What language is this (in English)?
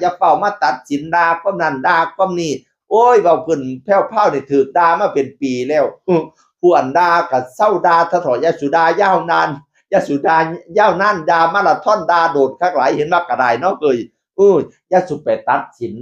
Northeastern Thai